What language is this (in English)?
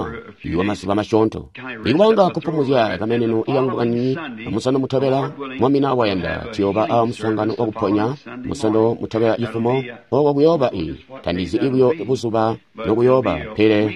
Tonga (Zambia)